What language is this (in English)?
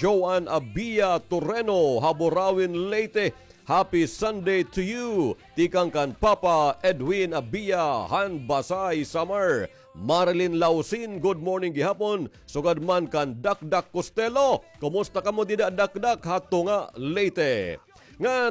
Waray